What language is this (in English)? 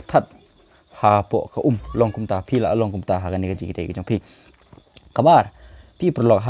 Khasi